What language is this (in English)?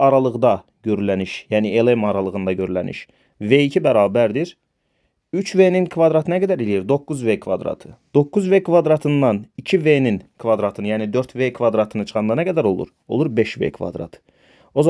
Azerbaijani